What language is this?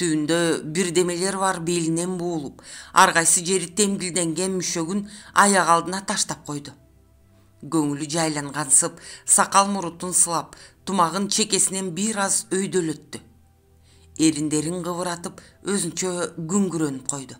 Kyrgyz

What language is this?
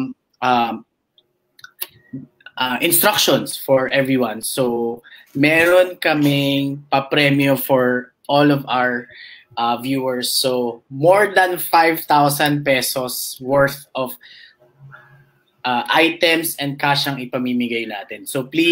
Filipino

